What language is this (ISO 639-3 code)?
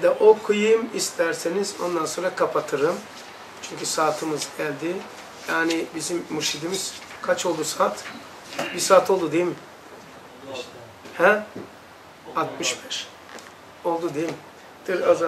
tur